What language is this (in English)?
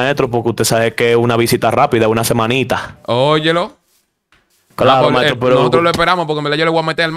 Spanish